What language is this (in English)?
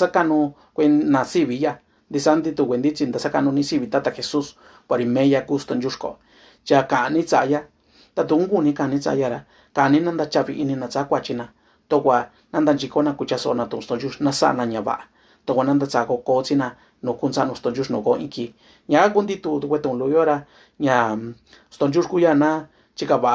Mixtepec Mixtec